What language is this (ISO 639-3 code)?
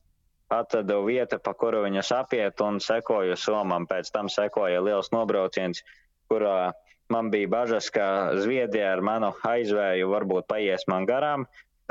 lav